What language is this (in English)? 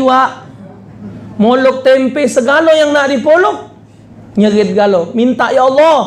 Musi